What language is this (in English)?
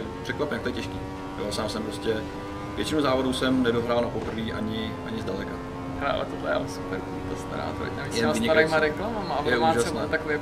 Czech